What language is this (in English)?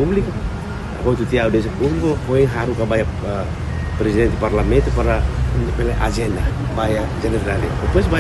Tetum